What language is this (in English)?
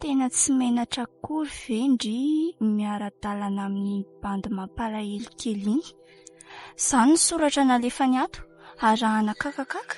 Malagasy